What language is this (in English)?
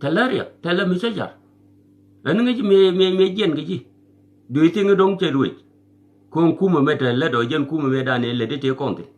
Nuer